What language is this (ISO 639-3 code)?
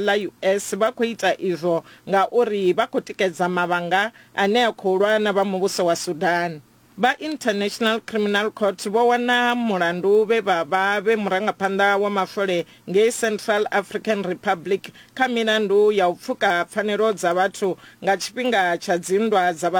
ven